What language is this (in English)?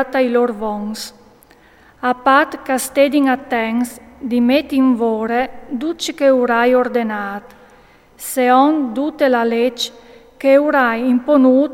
Friulian